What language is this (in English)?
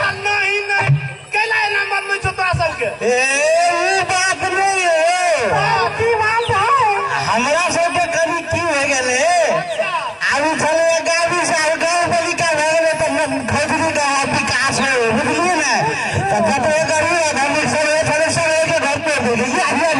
Maithili